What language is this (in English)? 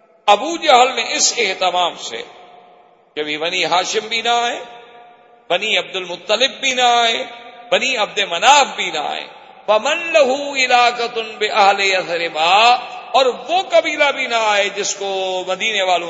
Urdu